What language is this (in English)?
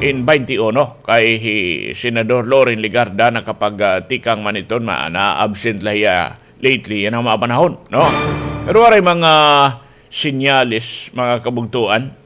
Waray